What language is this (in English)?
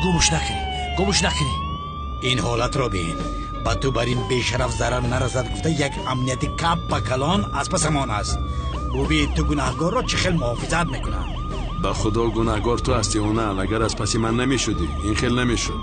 Tajik